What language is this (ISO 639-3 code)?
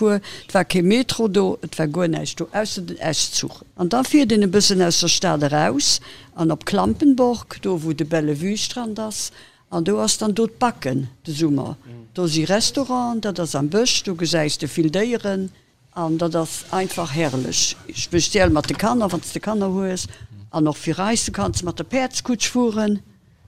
ltz